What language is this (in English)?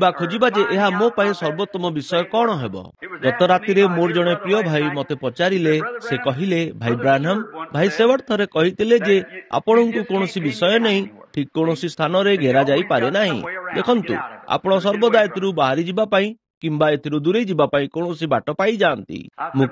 Odia